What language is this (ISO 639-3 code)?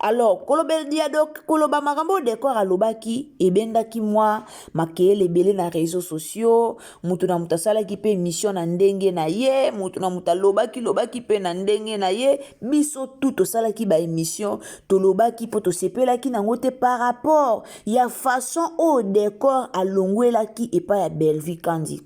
lin